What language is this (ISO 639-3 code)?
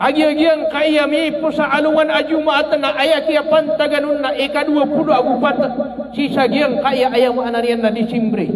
mrw